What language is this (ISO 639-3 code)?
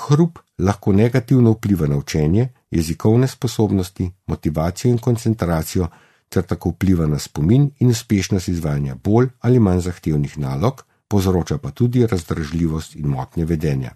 slv